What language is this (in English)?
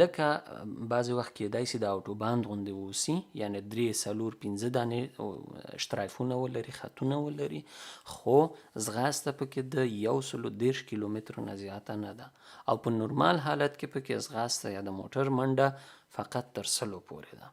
Pashto